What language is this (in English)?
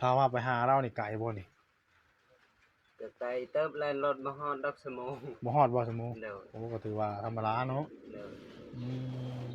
Northeastern Thai